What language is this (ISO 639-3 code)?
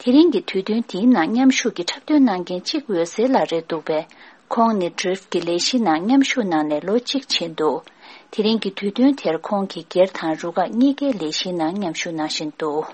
bod